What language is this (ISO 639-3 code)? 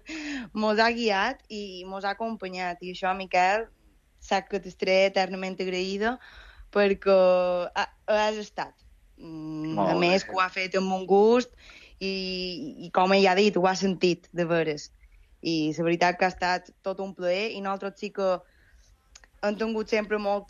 cat